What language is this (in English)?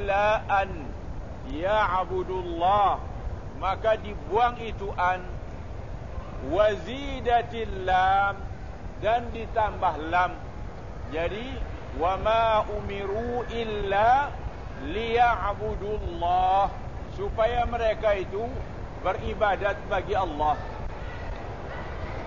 Malay